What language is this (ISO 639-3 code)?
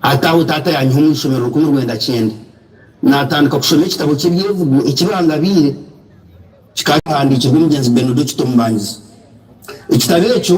nyn